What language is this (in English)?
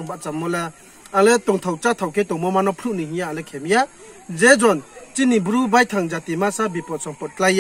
Riang (India)